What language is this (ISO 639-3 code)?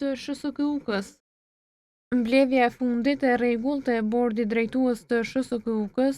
sqi